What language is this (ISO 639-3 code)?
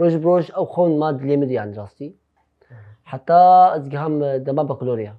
kur